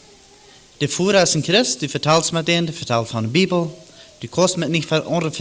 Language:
Plautdietsch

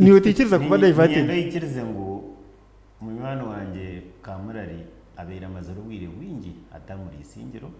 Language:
Nyankole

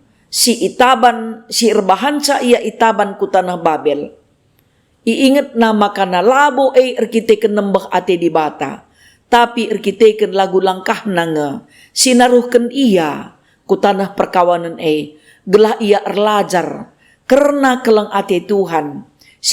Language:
Batak Karo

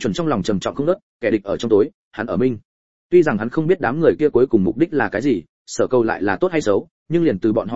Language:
Vietnamese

